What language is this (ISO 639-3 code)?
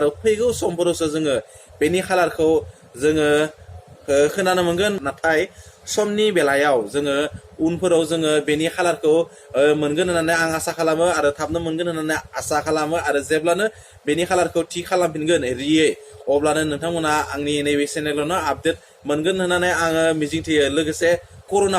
brx